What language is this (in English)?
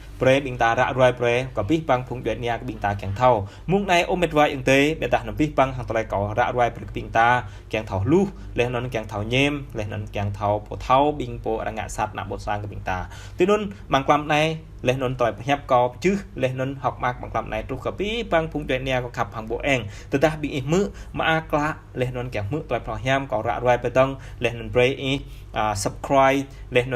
Jarai